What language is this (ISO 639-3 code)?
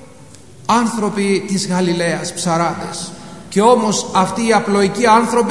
ell